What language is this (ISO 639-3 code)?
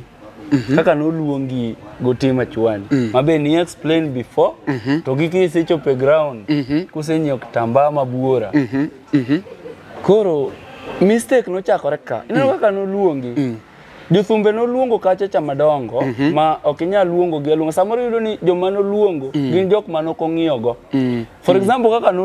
luo